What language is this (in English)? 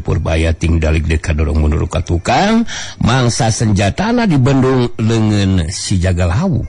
Sundanese